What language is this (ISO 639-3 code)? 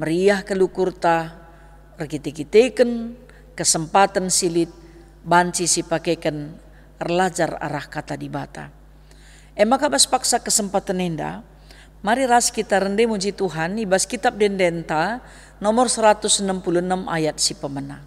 btx